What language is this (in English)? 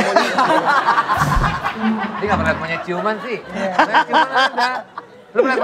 Indonesian